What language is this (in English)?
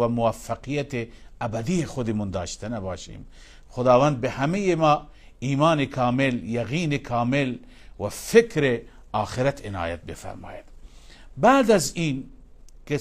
Persian